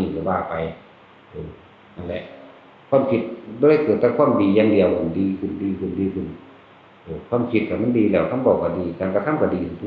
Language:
Northeastern Thai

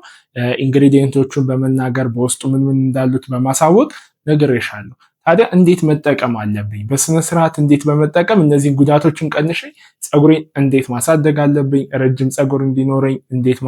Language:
Amharic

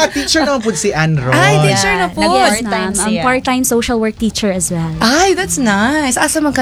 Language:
Cebuano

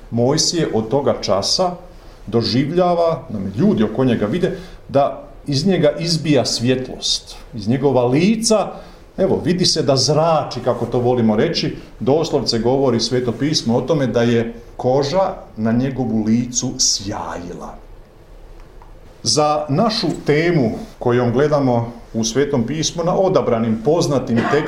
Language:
Croatian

